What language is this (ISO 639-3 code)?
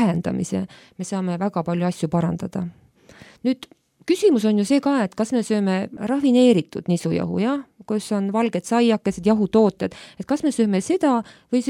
est